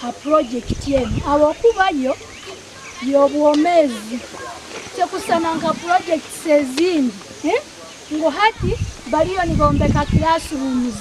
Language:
Nyankole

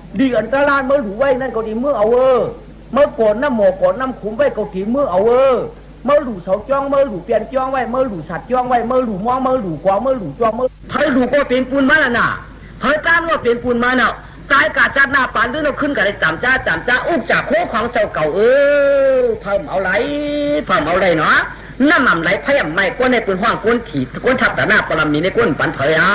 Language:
Shan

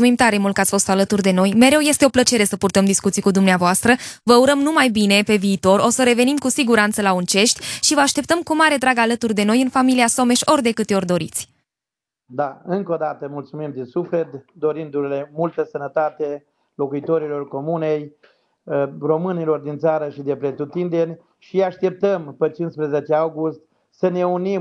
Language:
Romanian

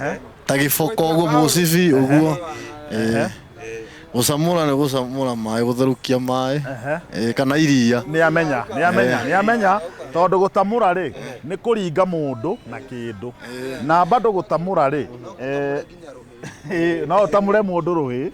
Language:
Kikuyu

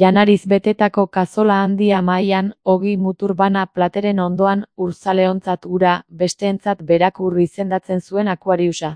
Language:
Basque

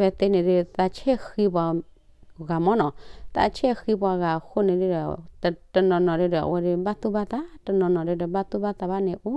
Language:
S'gaw Karen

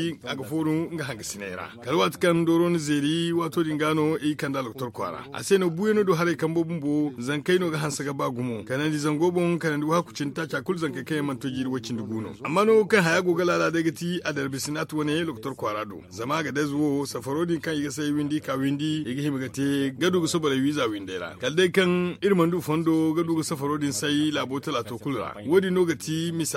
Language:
Zarma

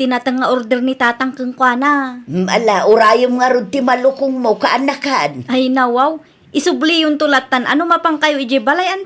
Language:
Iloko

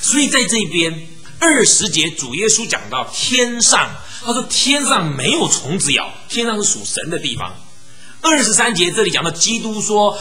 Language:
Chinese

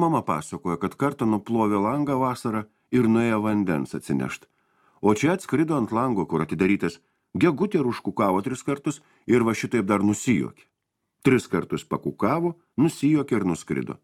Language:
Lithuanian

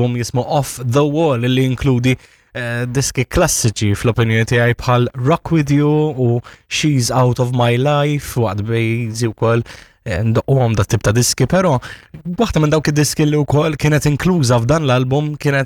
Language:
Maltese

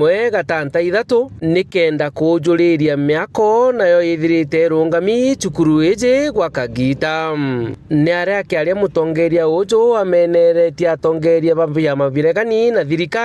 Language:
Meru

